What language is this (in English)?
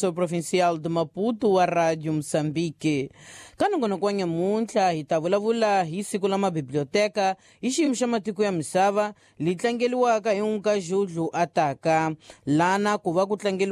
Tsonga